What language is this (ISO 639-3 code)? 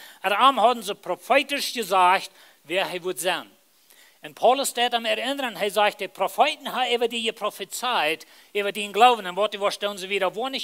pdt